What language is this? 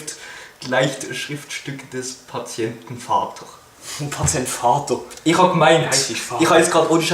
Swiss German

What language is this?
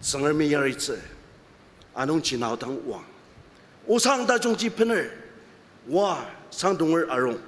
Ao Naga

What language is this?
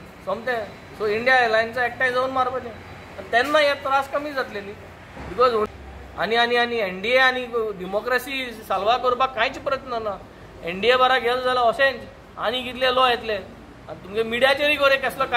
Konkani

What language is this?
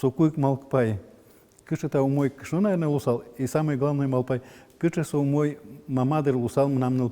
Udmurt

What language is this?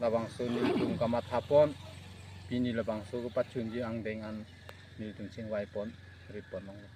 Karbi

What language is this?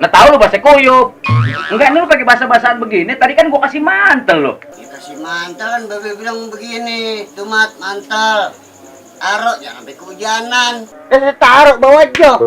Betawi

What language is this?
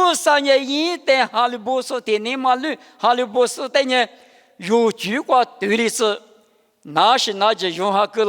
Lisu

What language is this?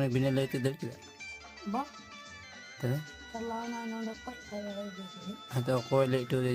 Santali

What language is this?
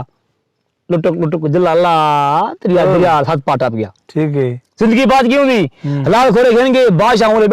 Saraiki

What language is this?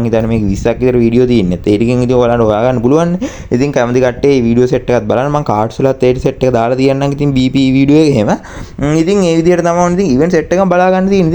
Sinhala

